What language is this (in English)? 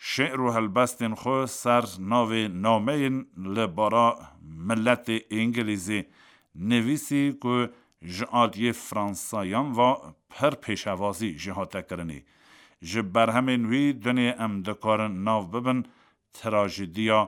Kurdish